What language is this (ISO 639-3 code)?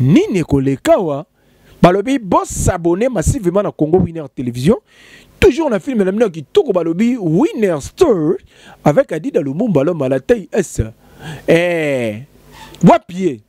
lin